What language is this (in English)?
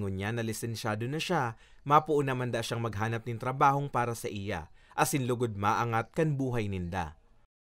Bikol